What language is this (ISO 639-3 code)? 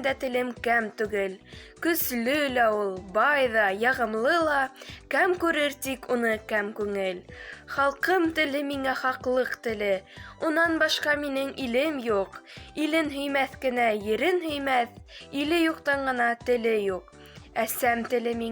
bak